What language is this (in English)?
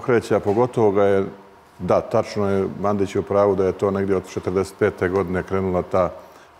Serbian